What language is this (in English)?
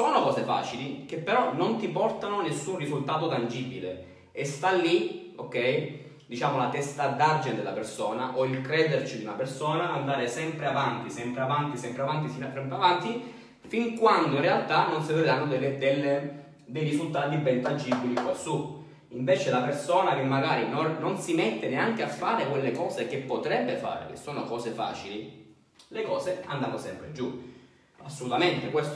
Italian